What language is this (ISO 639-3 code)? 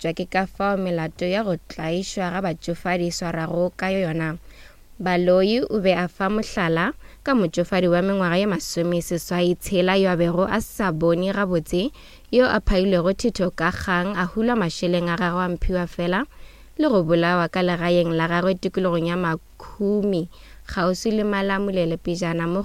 nso